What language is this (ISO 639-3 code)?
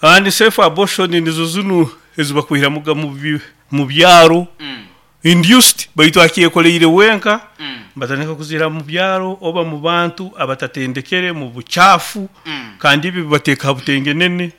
nyo